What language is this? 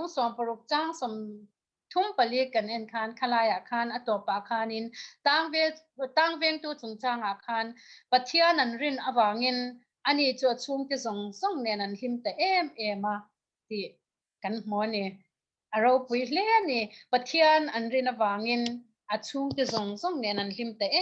Mizo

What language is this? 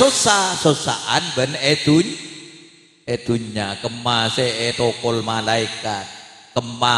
Madurese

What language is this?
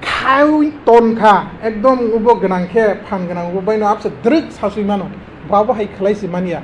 Kok Borok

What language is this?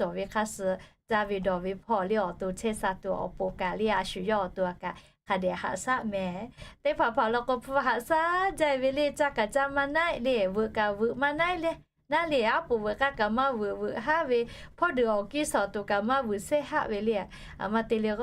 Lahu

